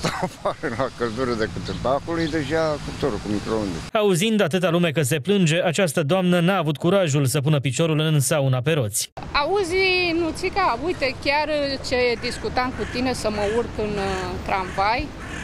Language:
Romanian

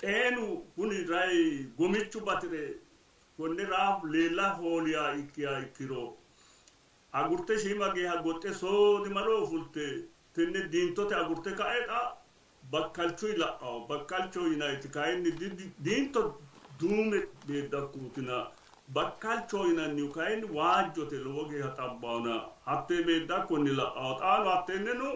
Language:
Sidamo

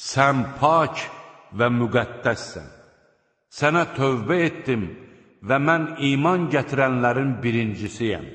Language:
Azerbaijani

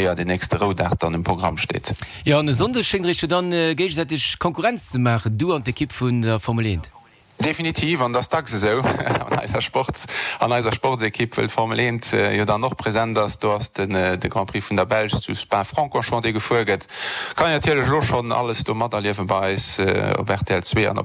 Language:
Luxembourgish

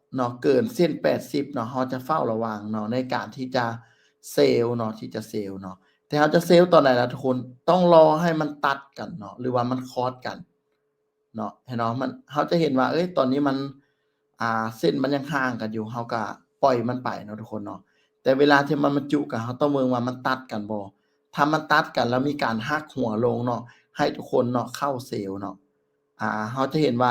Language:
Lao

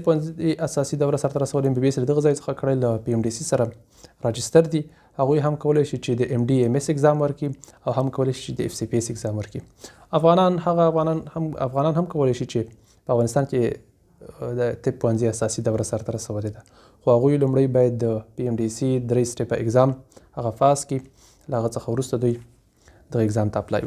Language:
Pashto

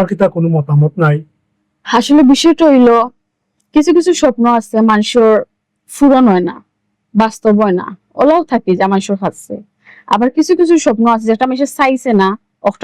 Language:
Sylheti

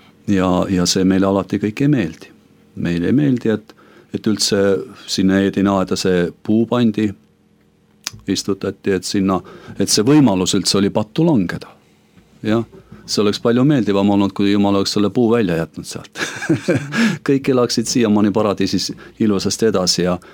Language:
Estonian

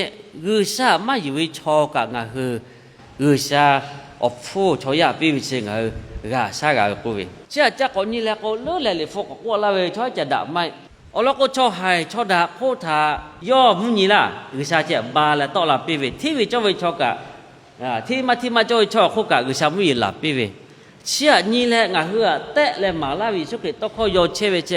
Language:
Lahu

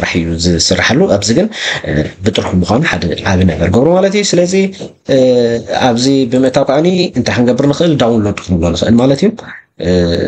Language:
Tigrinya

